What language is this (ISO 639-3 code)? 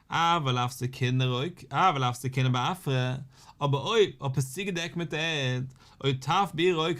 yid